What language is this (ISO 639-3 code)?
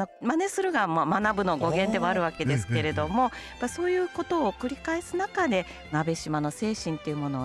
jpn